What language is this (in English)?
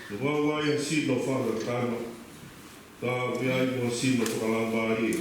Tongan